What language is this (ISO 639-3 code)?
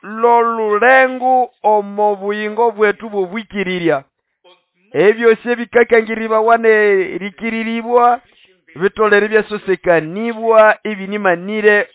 nnb